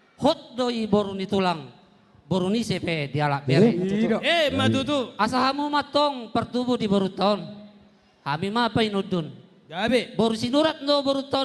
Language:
Batak Toba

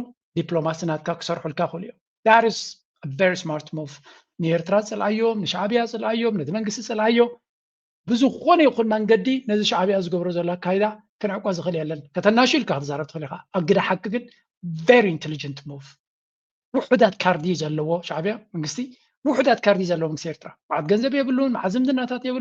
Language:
Tigrinya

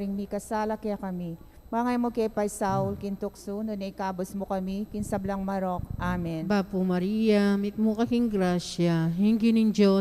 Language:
Pampanga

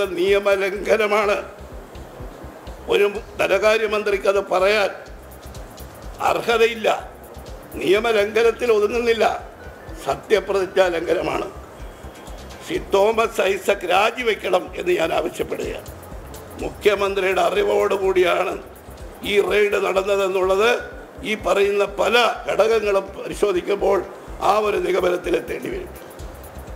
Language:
Malayalam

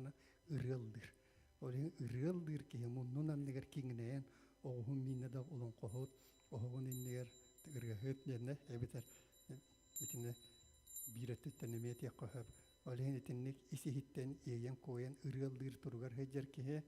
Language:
Yakut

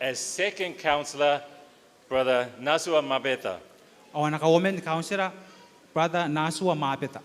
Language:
Gilbertese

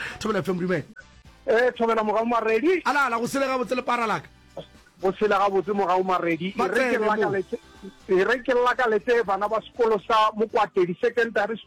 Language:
Northern Sotho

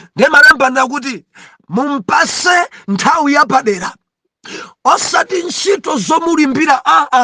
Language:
Nyanja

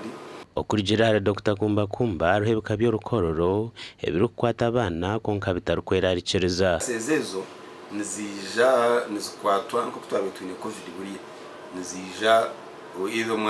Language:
Nyankole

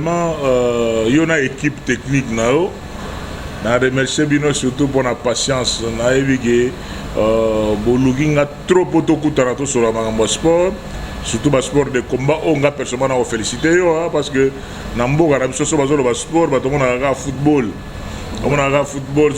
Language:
Lingala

